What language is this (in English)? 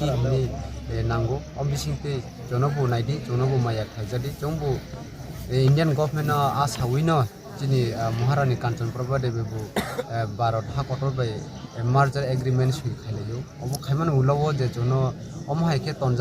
Kok Borok